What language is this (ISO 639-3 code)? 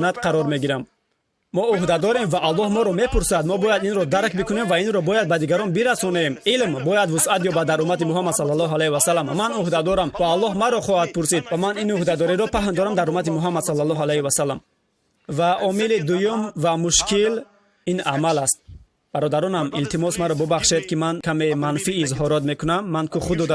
tgk